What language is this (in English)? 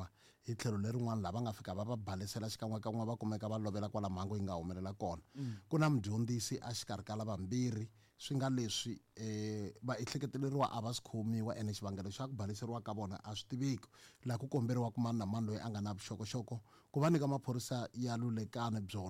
Tsonga